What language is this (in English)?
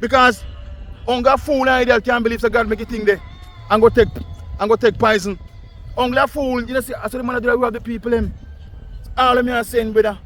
Jamaican Creole English